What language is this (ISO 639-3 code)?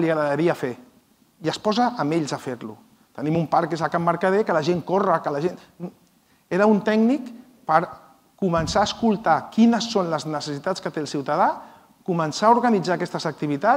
cat